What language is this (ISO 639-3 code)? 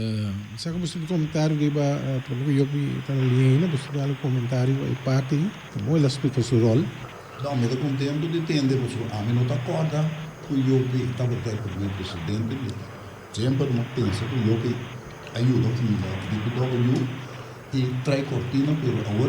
pap